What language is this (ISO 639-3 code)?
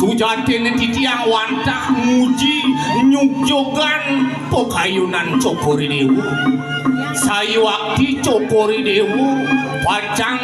ban